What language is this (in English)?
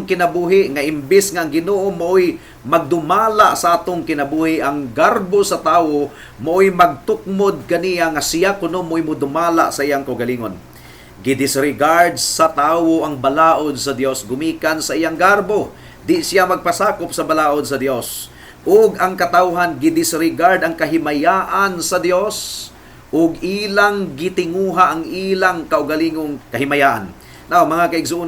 Cebuano